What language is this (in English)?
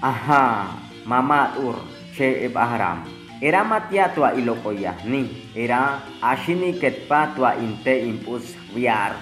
Chortí